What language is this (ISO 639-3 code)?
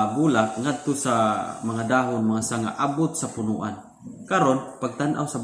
ceb